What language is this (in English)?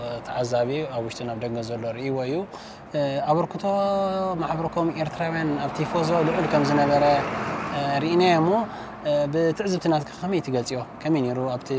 Tigrinya